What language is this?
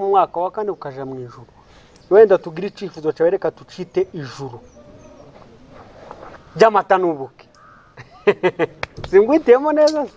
Kinyarwanda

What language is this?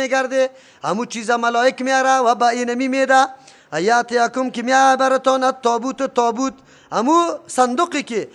Persian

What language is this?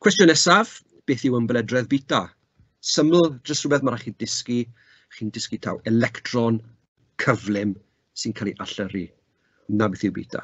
Welsh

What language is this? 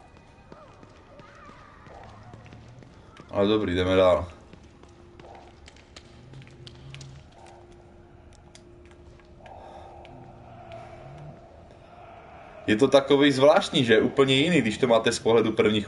Czech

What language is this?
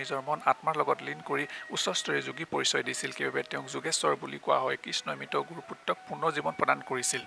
Assamese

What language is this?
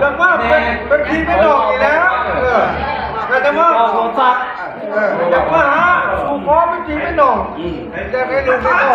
Northeastern Thai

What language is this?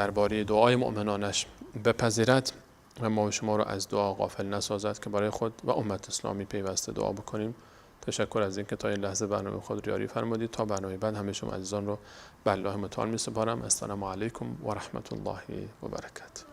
Persian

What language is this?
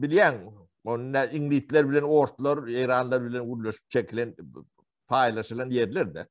Turkmen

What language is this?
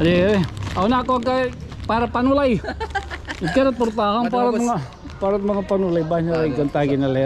Waray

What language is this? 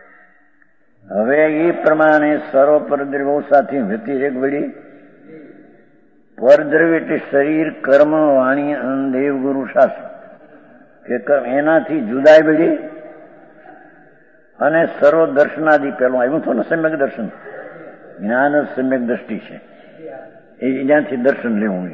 Gujarati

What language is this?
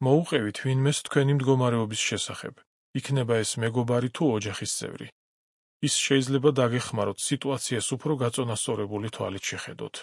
Georgian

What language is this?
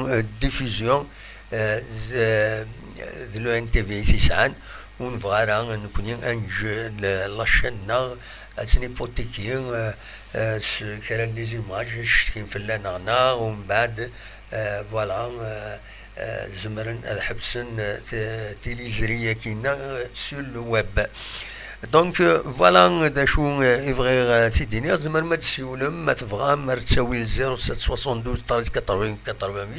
Kabyle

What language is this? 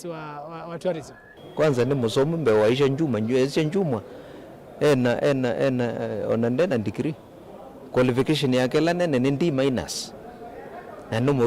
Kamba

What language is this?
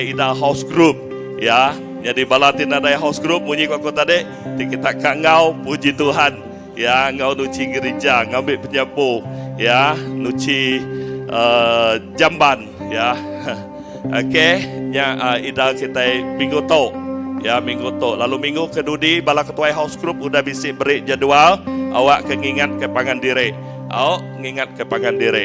Iban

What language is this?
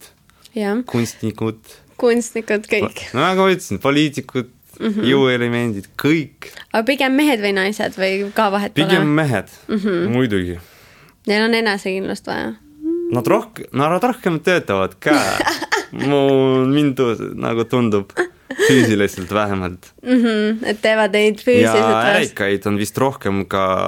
Estonian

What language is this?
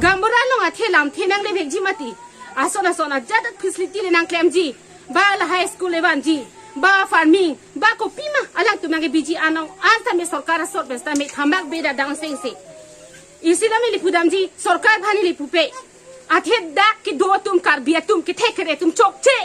Karbi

